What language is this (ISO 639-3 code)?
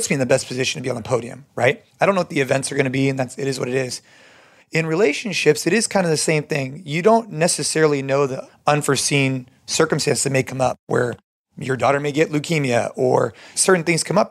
eng